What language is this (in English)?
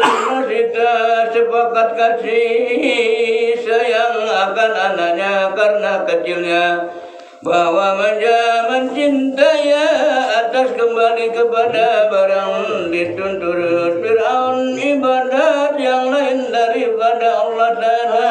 Sasak